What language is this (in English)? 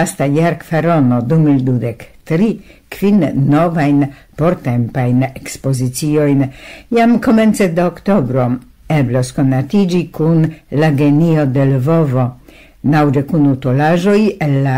Esperanto